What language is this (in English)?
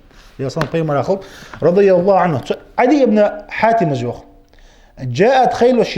Ingush